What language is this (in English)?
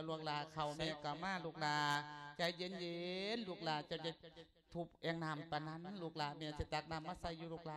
Lao